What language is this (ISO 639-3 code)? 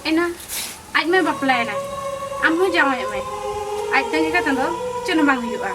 sat